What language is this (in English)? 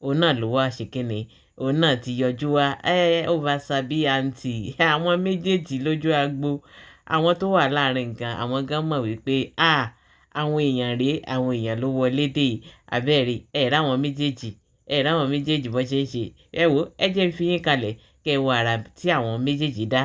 Yoruba